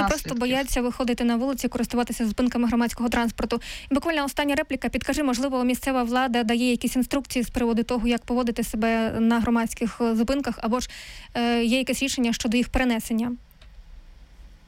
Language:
Ukrainian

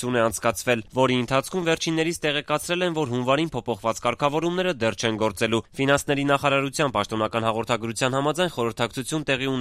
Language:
Armenian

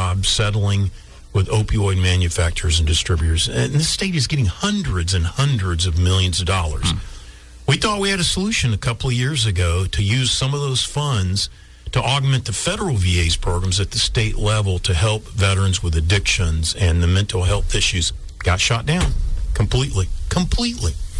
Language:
English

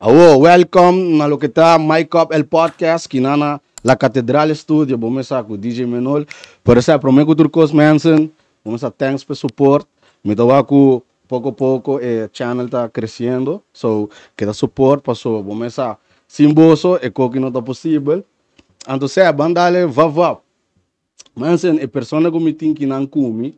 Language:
Papiamento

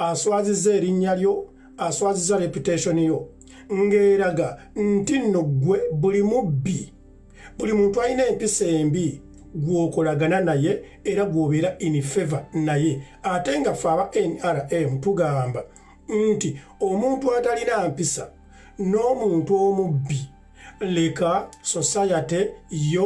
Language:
Ganda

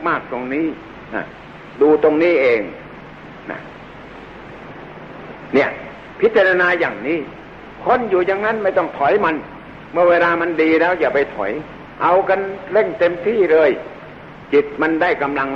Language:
Thai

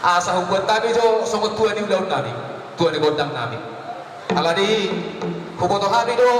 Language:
Batak Toba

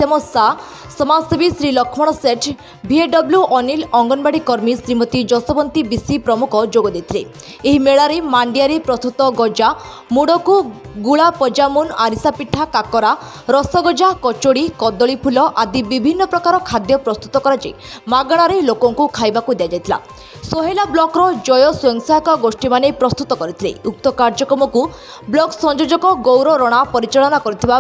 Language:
Odia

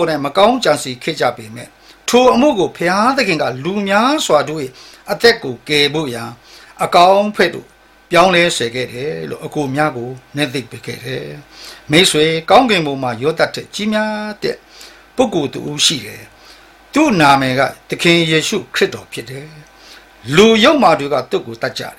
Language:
Burmese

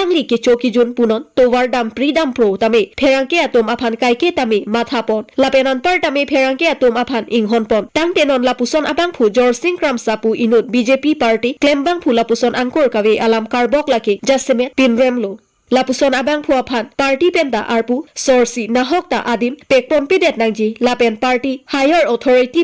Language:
Karbi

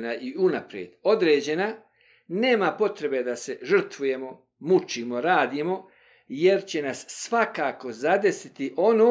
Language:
Bosnian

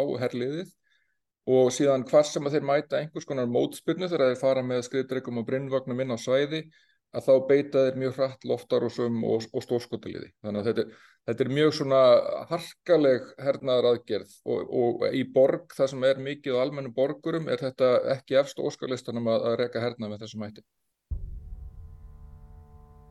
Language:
Icelandic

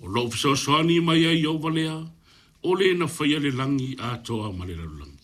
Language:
Samoan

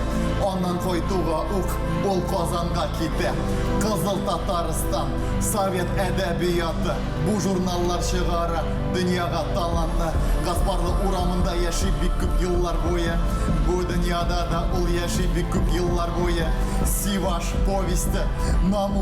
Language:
Tatar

